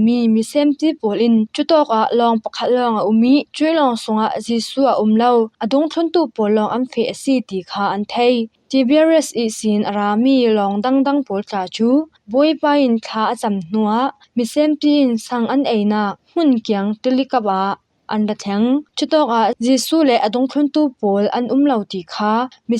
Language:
Falam Chin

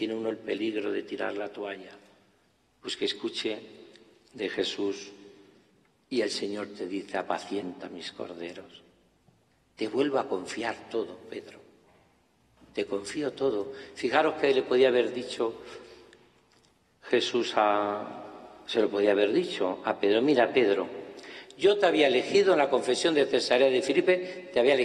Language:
Spanish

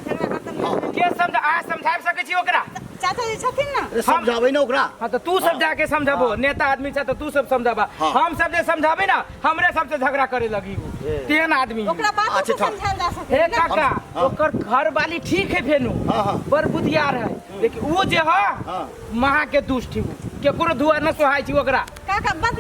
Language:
Maithili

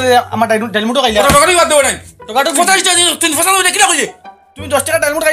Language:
Sylheti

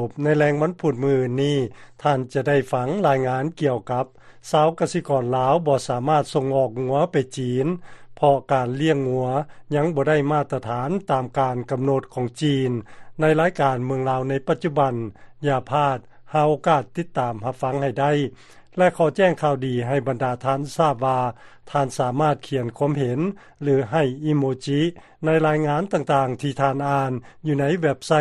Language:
Lao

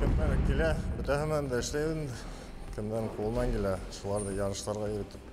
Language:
Bashkir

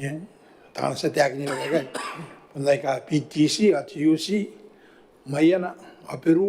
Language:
Gilbertese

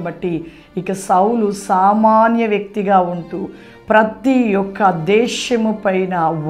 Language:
Telugu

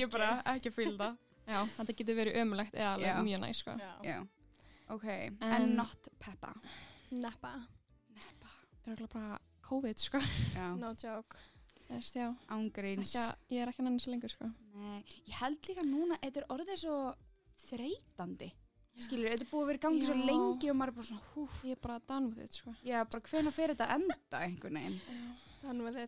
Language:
Icelandic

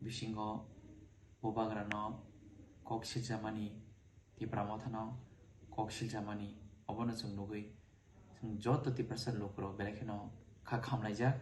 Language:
Kok Borok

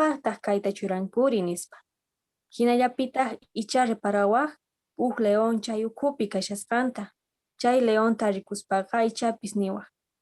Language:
Quechua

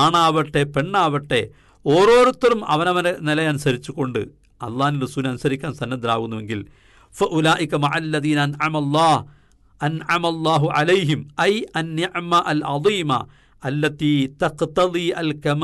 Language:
Malayalam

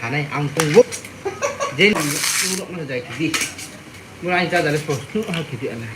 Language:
Riang (India)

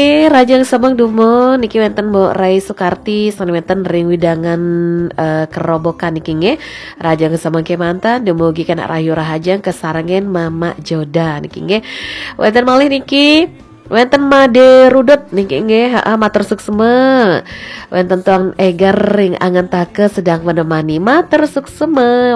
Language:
Balinese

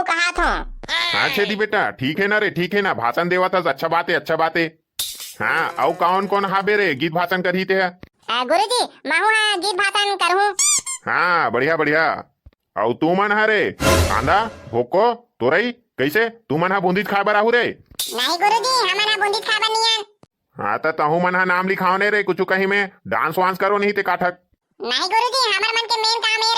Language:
Chhattisgarhi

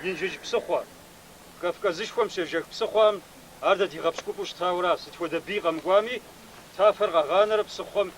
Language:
Kabardian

